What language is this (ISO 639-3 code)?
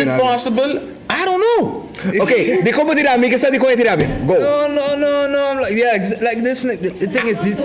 pap